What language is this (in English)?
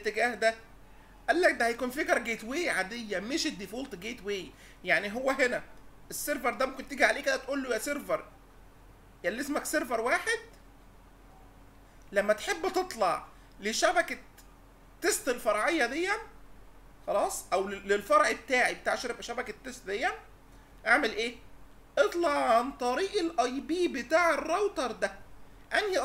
Egyptian Arabic